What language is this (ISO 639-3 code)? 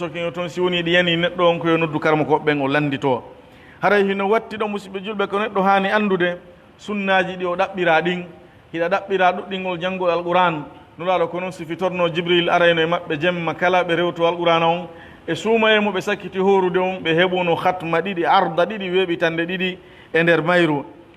fuf